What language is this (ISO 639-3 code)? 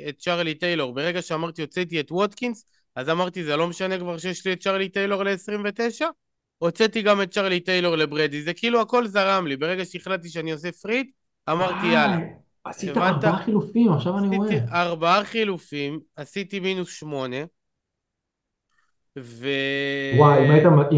heb